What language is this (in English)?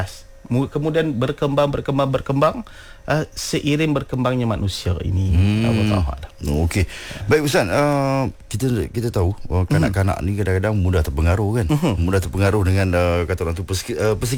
Malay